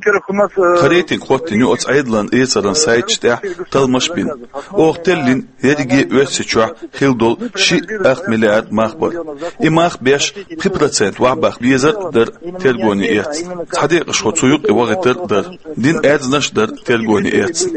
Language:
Chechen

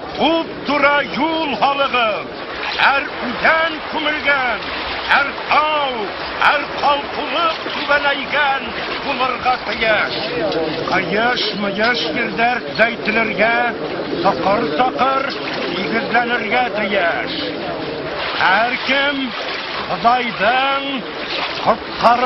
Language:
Bashkir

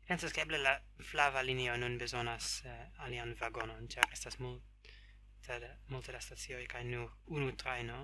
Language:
Esperanto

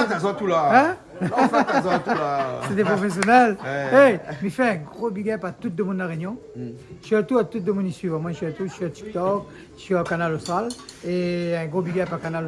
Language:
Réunion Creole French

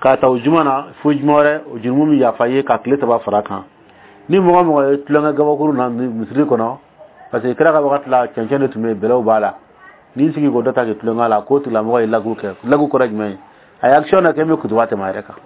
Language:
Dyula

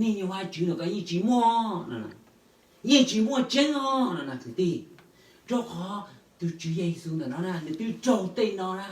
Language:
Hmong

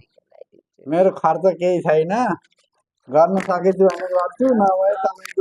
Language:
Nepali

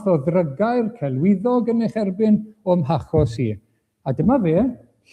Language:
Welsh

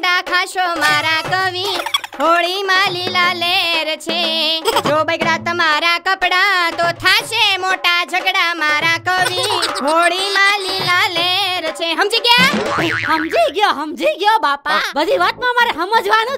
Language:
Gujarati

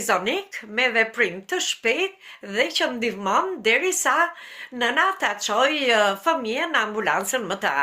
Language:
Albanian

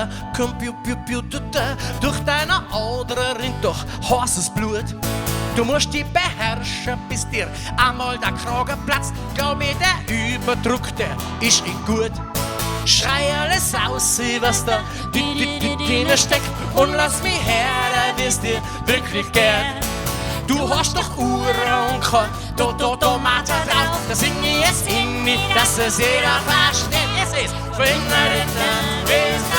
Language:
Bavarian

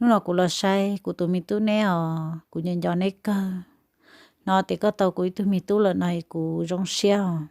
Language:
Hmong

